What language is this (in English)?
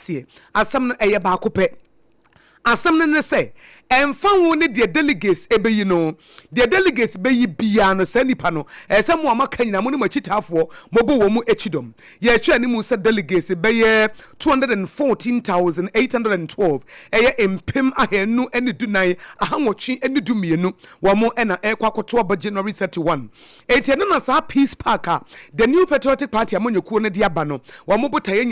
Akan